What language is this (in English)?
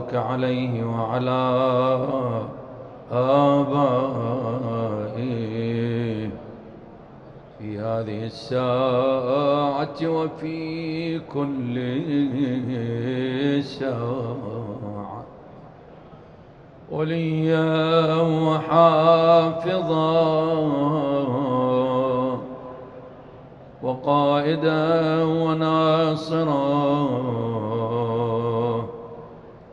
Arabic